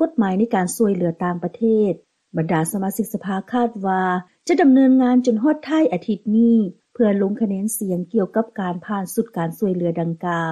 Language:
Lao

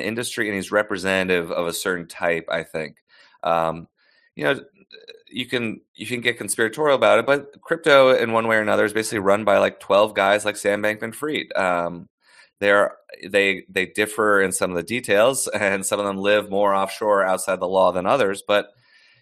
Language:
English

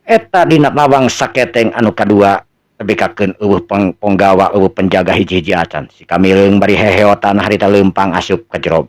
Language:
Sundanese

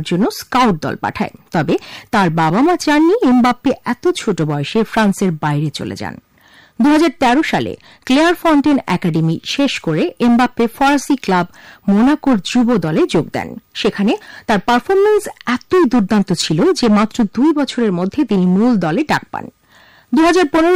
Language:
Bangla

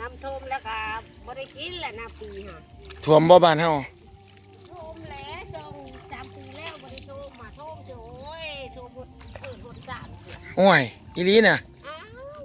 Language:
Lao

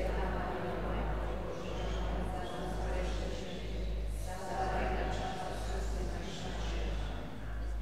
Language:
Croatian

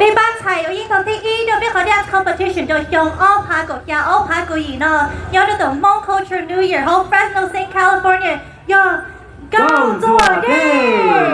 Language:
Hmong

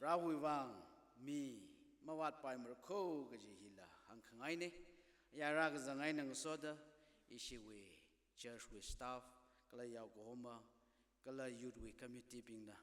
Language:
Tangkhul Naga (India)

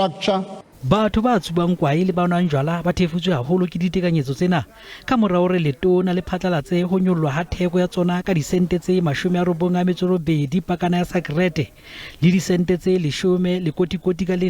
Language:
Southern Sotho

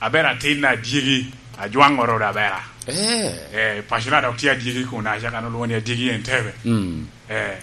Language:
Lango (Uganda)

